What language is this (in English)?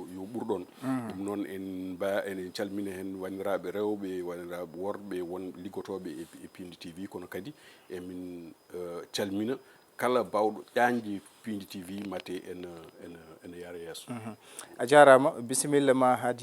Fula